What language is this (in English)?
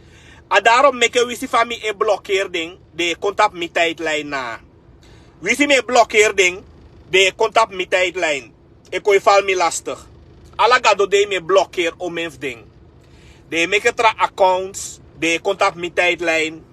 Sranan Tongo